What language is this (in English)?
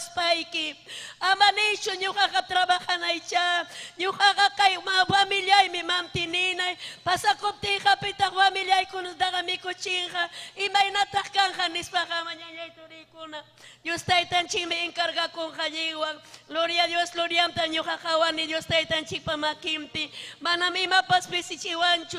Ayacucho Quechua